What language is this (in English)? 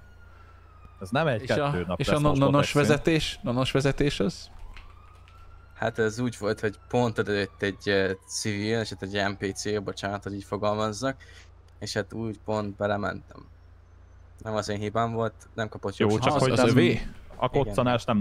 Hungarian